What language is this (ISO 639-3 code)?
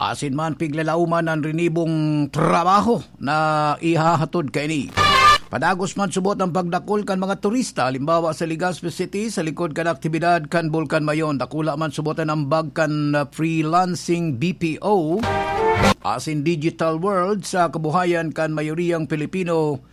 bik